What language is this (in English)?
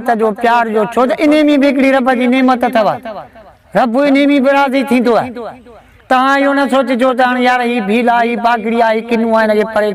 Sindhi